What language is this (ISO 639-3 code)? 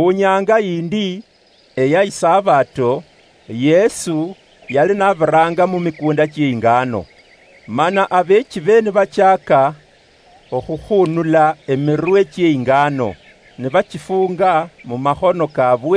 luy